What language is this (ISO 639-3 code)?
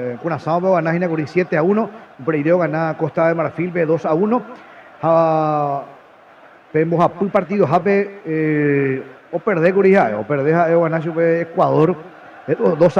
grn